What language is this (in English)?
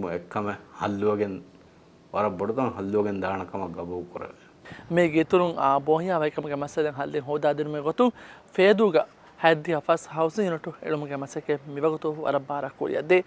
Divehi